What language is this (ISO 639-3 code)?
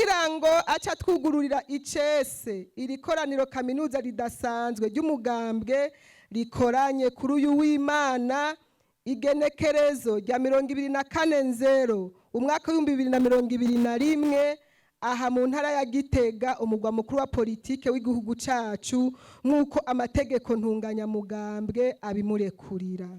run